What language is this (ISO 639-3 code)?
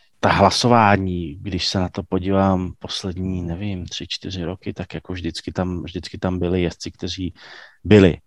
ces